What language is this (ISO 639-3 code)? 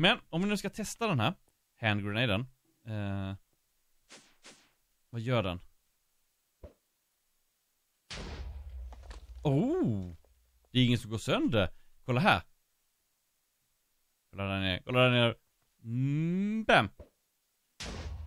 swe